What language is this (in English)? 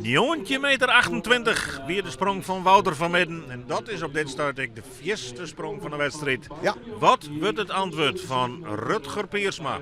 Western Frisian